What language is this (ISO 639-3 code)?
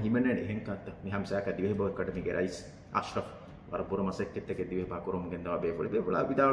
div